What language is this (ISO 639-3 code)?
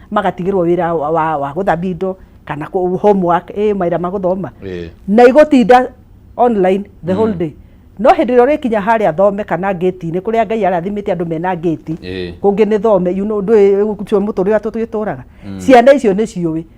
kik